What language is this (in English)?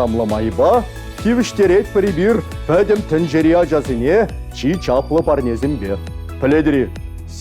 Chuvash